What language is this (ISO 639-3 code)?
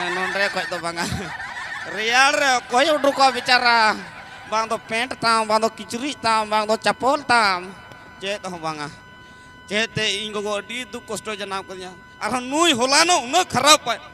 sat